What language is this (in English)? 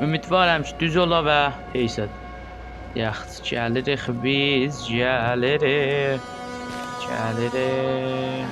South Azerbaijani